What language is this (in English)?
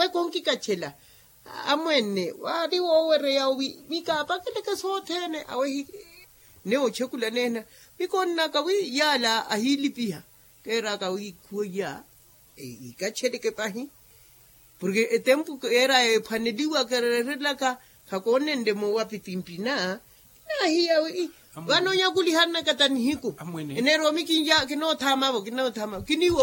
Makhuwa